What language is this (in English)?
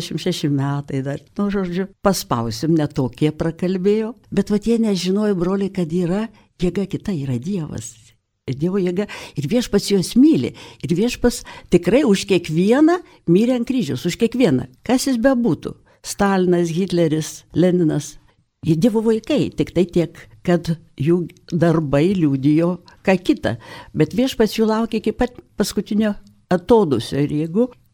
Lithuanian